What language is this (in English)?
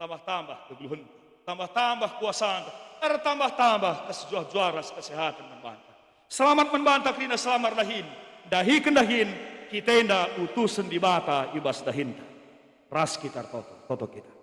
Batak Karo